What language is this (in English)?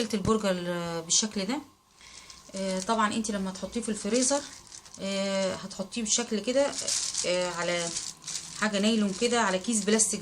Egyptian Arabic